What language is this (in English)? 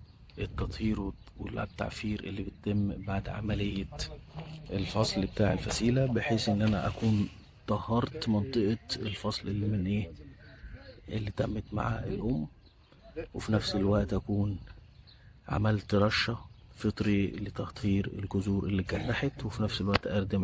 Egyptian Arabic